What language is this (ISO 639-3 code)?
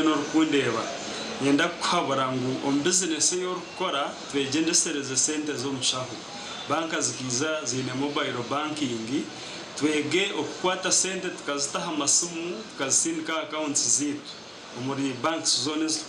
nyn